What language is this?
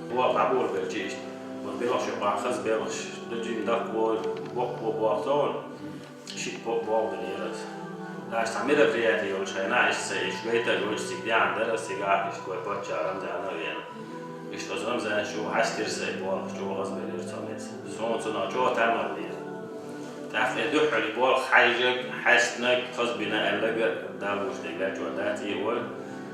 Chechen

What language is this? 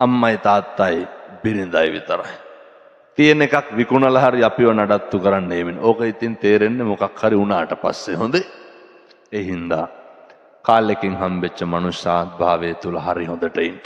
Sinhala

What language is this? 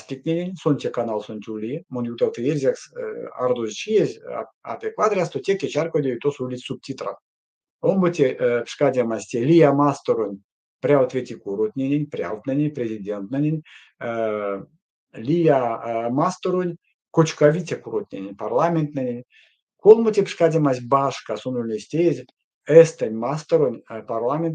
Erzya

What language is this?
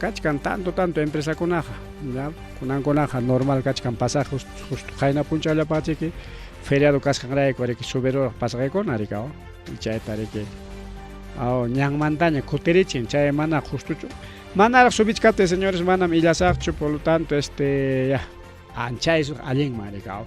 Ayacucho Quechua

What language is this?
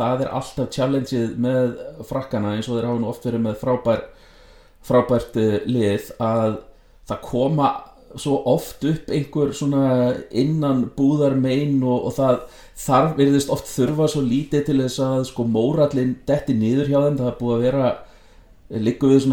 Icelandic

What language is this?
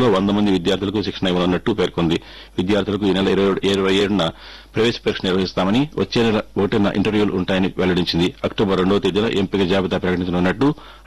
Telugu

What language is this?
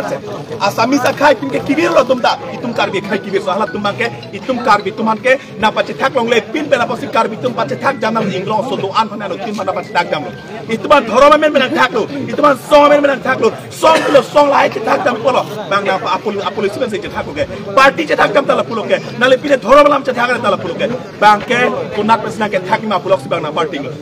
Karbi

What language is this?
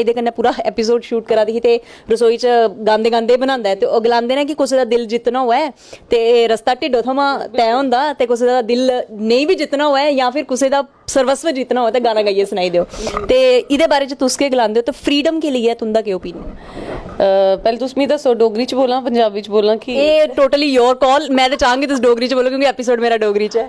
Dogri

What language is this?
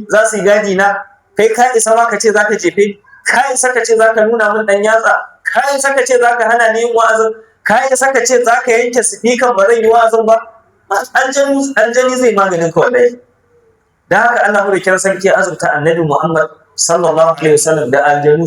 Hausa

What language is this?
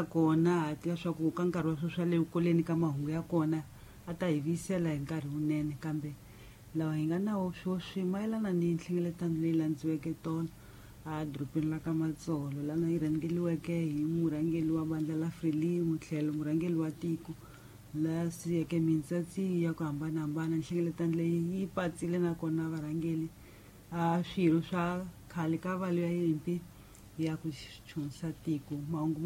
Tsonga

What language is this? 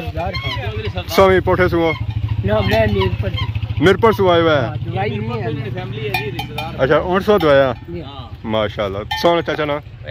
Pahari-Potwari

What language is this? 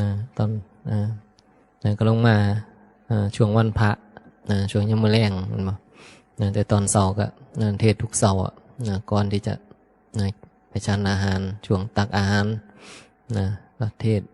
Northeastern Thai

